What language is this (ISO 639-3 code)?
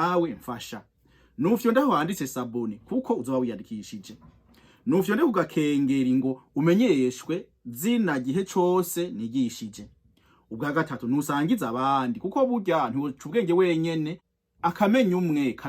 run